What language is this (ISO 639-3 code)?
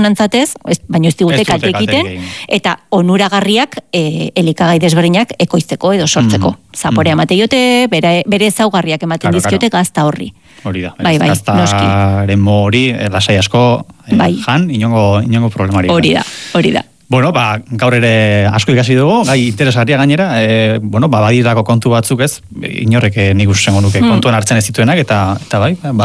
eus